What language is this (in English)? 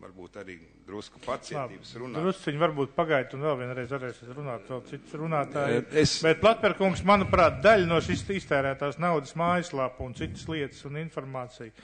Latvian